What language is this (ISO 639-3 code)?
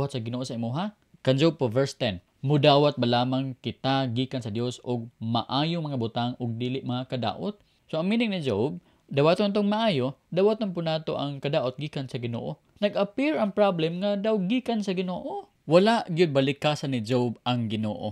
ceb